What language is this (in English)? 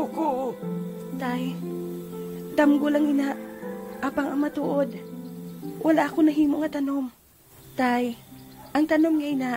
Hiligaynon